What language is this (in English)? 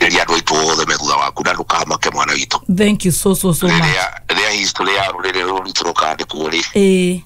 Kikuyu